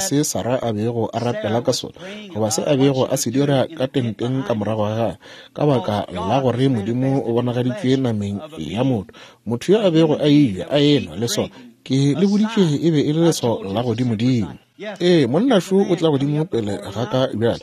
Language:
Northern Sotho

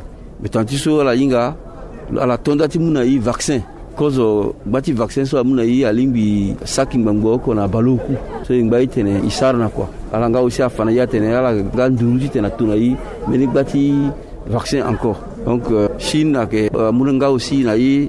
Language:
Sango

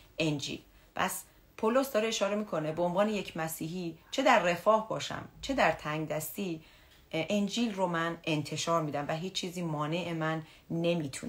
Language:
Persian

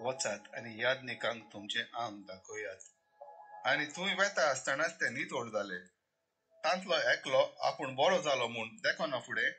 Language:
Konkani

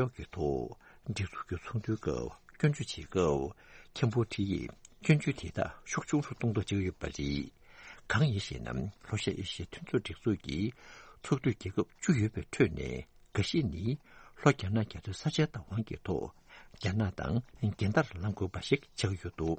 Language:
Tibetan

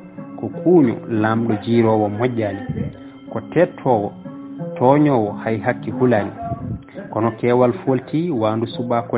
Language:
Fula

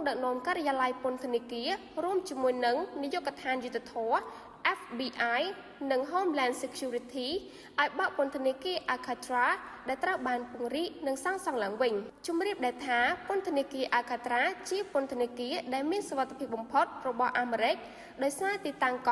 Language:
Khmer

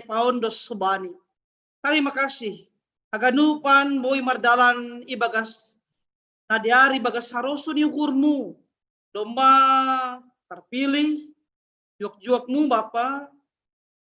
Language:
Batak Simalungun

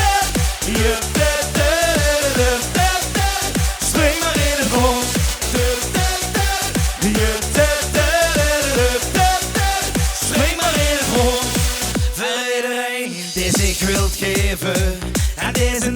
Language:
Limburgish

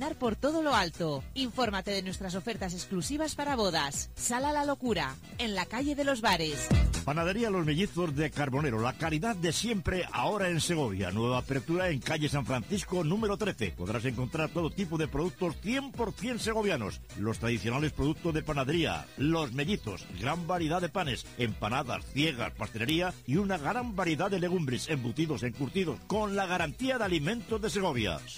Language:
Spanish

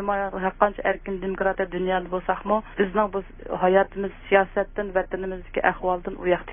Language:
Uyghur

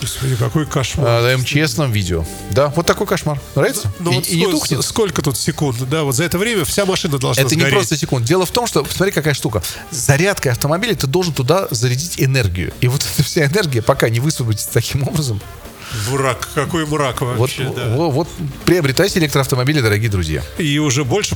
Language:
Russian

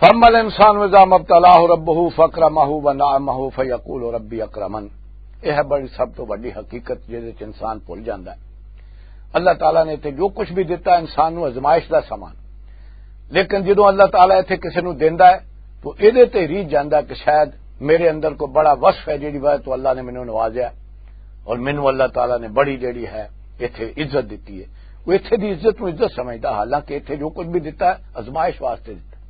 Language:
Western Panjabi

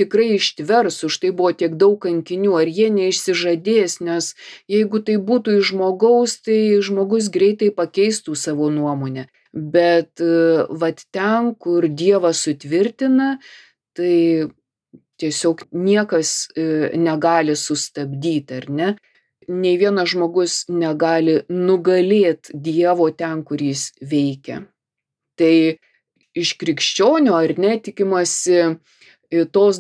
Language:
Lithuanian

